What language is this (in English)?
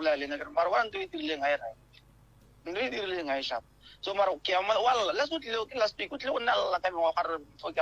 Northern Sotho